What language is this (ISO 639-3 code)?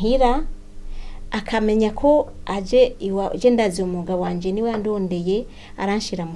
run